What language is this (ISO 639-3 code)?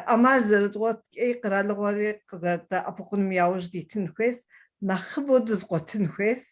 kbd